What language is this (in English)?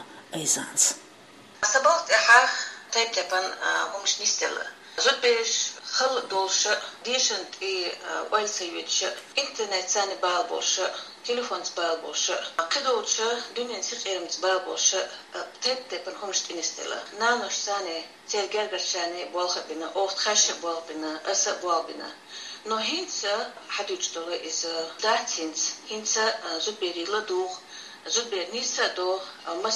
Chechen